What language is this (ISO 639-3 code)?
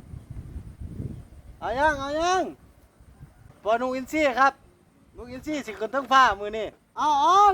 lao